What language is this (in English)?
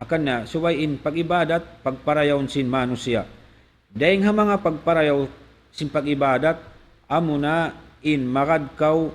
Tausug